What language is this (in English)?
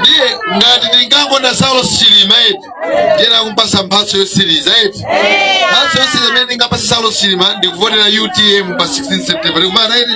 Nyanja